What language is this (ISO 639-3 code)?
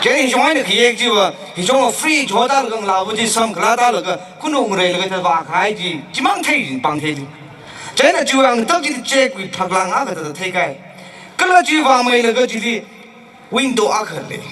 nmf